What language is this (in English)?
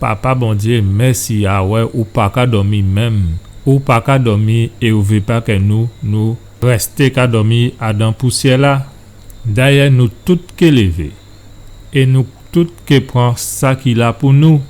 Guadeloupean Creole French